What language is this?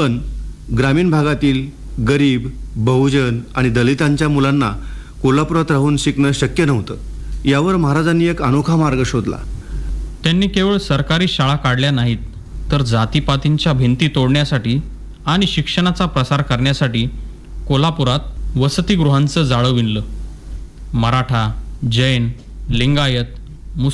Marathi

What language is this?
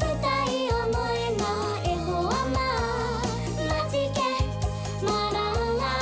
Māori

